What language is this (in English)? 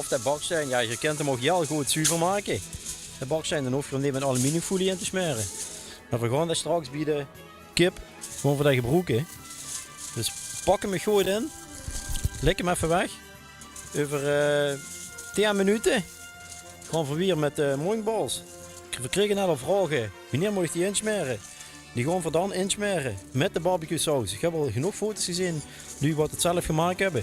Limburgish